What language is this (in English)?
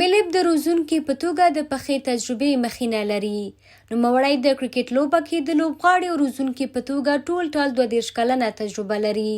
Pashto